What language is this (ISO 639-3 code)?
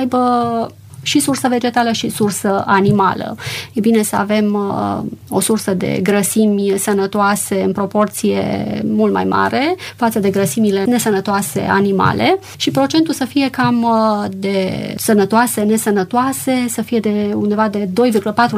ron